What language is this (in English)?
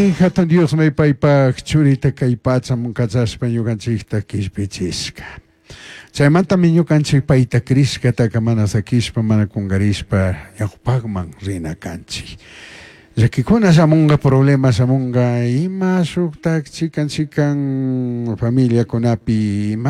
Chimborazo Highland Quichua